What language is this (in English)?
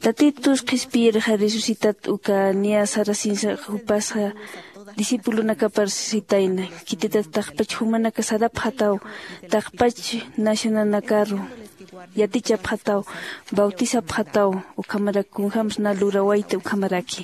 Aymara